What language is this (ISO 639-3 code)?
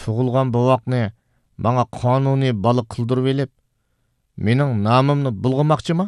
uig